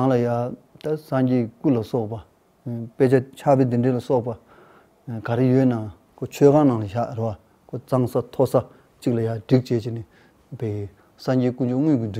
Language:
Tibetan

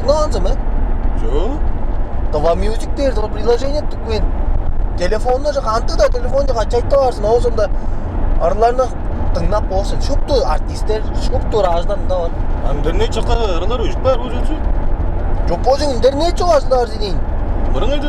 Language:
Tuvinian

